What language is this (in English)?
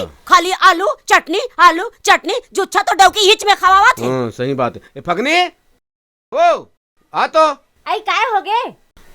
Chhattisgarhi